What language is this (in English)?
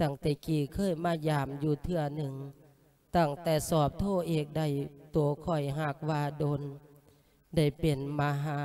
Lao